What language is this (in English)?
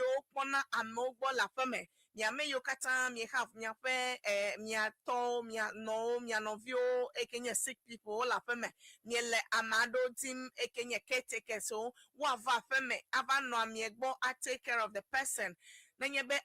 Ewe